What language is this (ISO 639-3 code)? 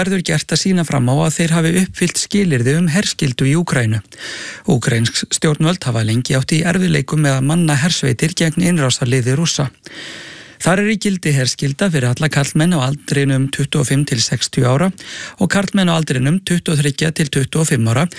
isl